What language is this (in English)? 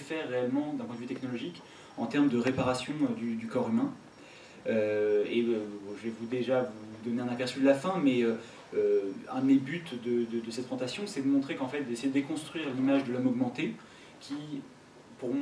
French